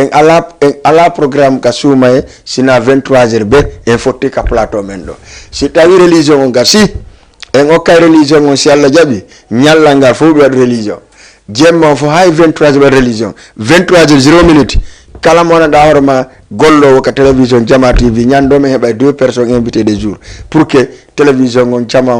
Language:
Fula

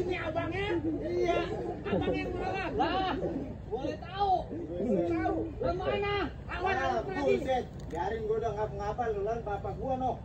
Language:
Betawi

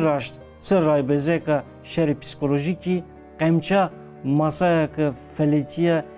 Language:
Zaza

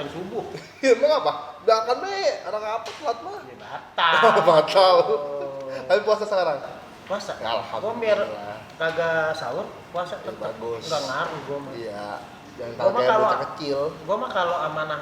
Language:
Betawi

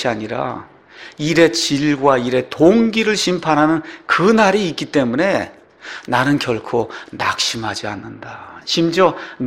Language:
Korean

